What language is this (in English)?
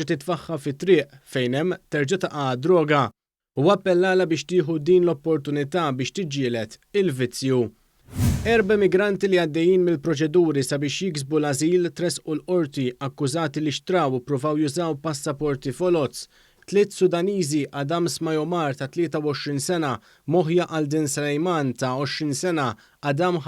Maltese